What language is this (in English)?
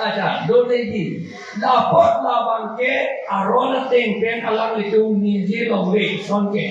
Karbi